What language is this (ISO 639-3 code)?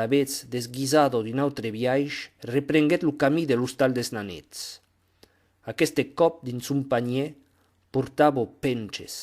oci